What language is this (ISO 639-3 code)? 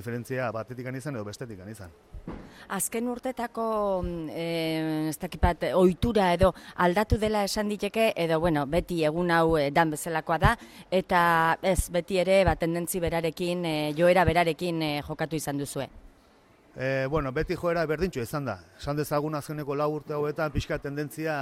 eus